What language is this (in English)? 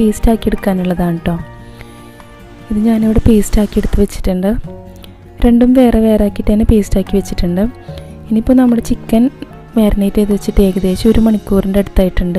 Malayalam